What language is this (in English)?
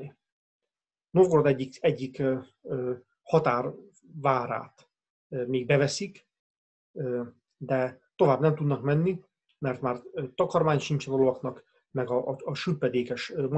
Hungarian